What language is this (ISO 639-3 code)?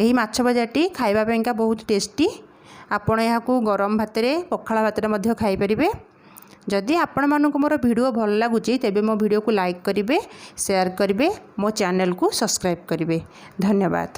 ori